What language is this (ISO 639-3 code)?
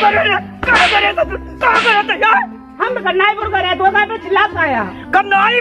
awa